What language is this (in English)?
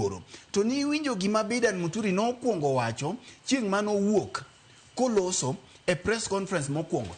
Luo (Kenya and Tanzania)